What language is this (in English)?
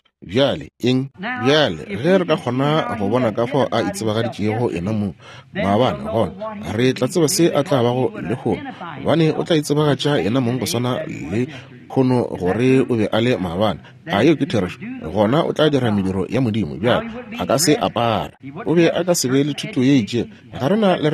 Northern Sotho